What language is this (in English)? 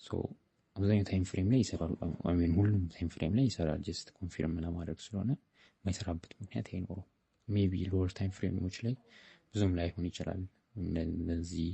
Amharic